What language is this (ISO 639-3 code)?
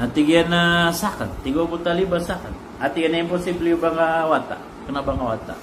mrw